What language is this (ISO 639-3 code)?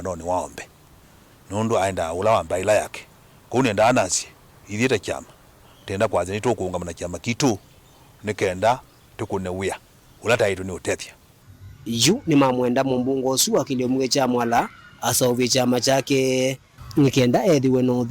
kam